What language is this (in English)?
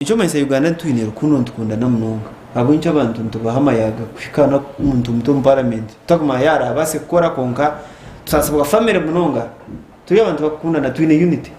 Nyankole